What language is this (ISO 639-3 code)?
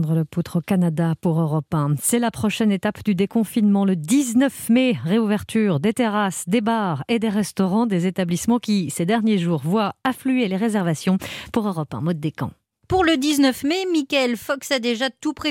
fra